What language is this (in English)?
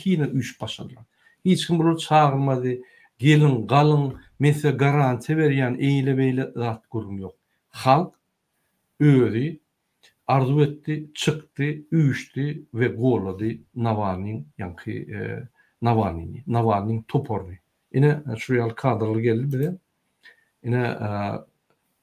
Turkmen